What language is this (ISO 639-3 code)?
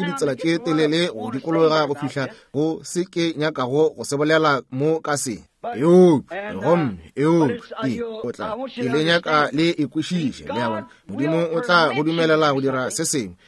nso